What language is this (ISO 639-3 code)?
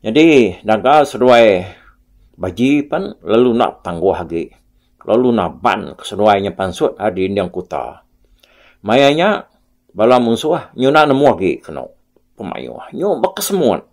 iba